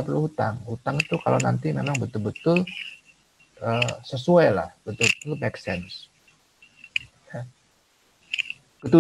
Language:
Indonesian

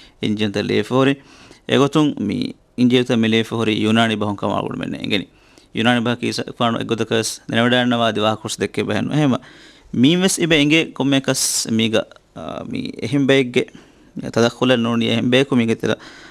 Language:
Divehi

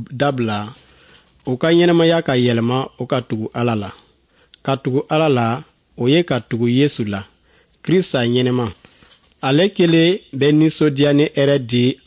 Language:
Dyula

